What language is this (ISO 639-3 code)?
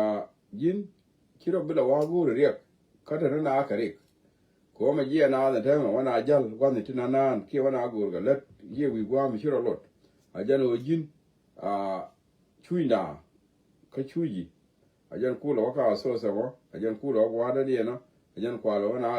nus